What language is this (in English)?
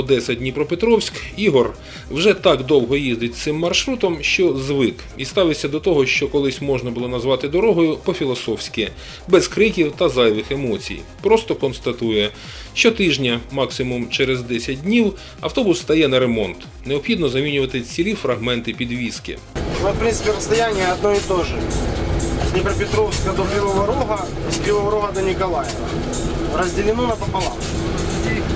Ukrainian